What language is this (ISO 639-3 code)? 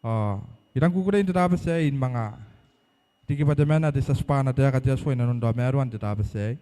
gil